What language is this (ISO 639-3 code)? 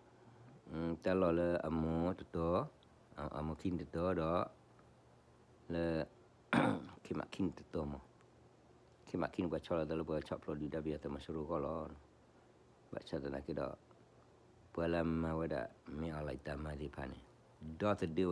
ksw